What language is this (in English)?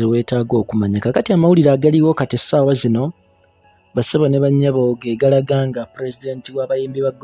Ganda